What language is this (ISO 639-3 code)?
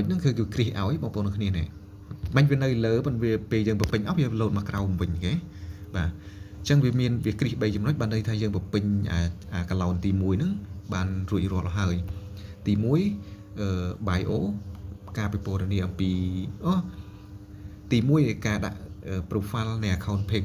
khm